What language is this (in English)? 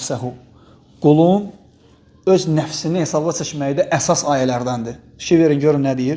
Azerbaijani